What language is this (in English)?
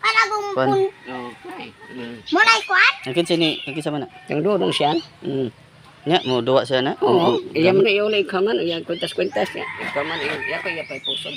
Cebuano